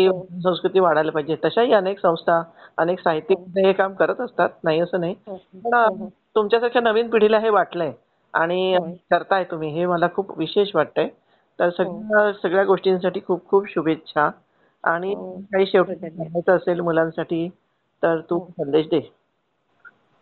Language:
Marathi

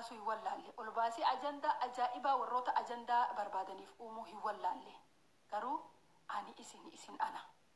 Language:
Oromo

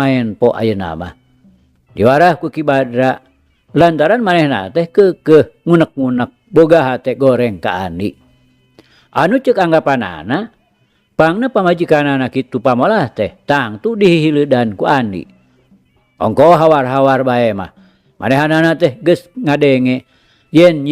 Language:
Sundanese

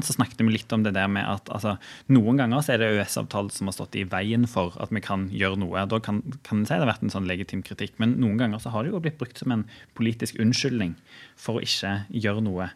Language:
Norwegian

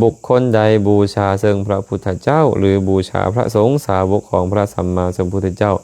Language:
Lao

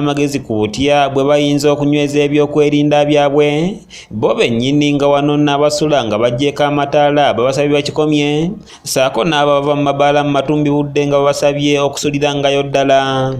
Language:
Ganda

